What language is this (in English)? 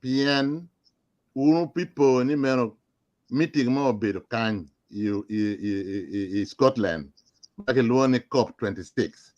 Acoli